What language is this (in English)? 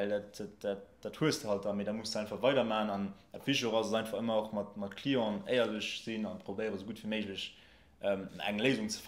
Luxembourgish